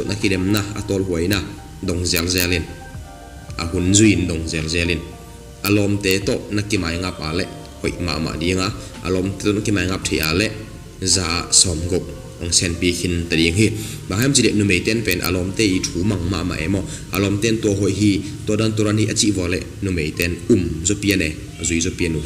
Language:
Tedim Chin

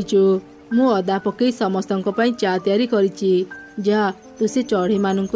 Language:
Odia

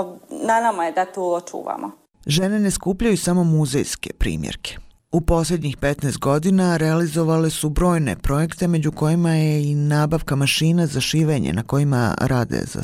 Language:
Bosnian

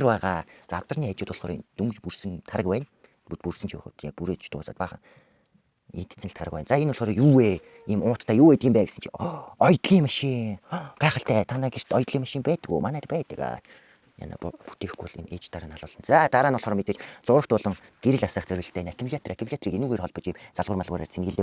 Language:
Mongolian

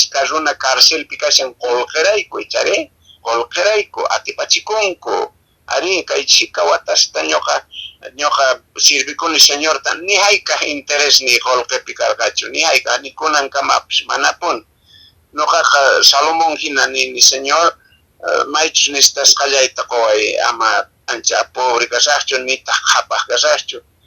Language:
Quechua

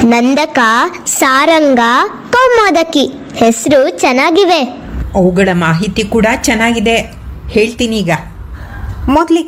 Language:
Kannada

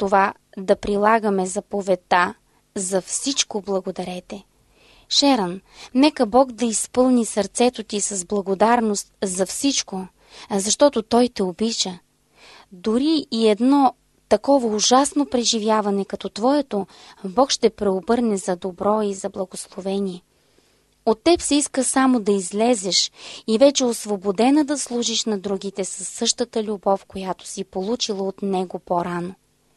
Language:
Bulgarian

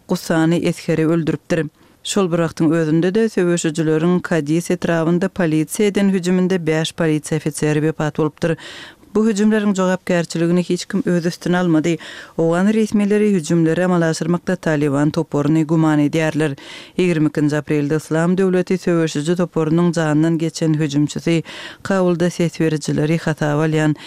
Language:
Kyrgyz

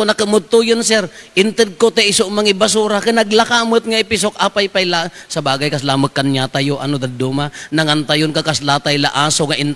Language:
Iloko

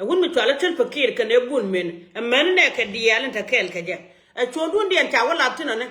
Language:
Nuer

